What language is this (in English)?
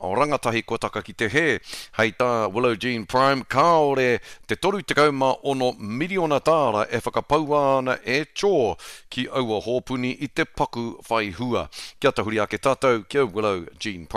Māori